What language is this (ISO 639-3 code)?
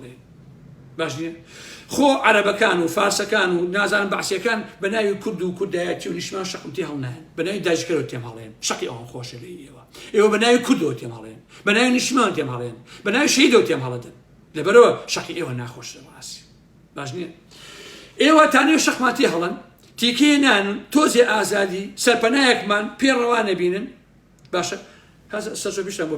ckb